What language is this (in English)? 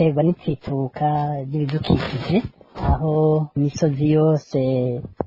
Rundi